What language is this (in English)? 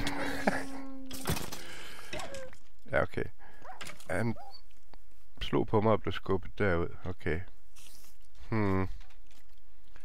Danish